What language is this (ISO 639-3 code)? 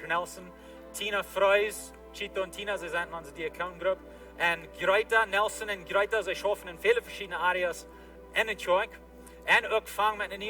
pdt